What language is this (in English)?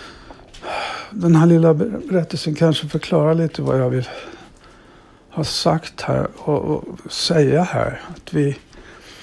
Swedish